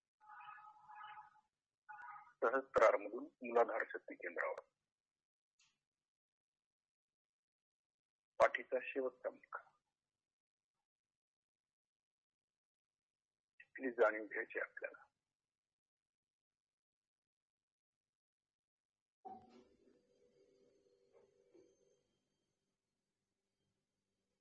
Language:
Marathi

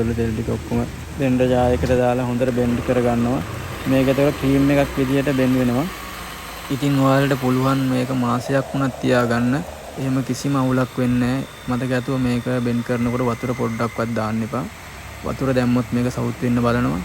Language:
Sinhala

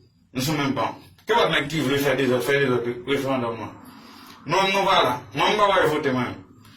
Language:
Haitian Creole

